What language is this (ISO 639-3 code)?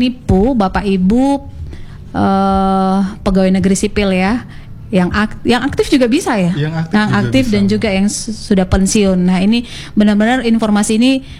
ind